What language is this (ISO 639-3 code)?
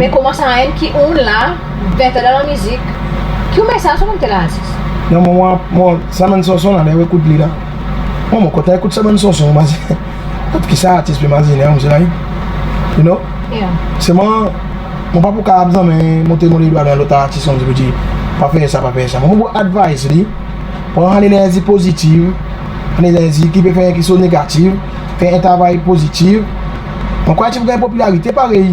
crs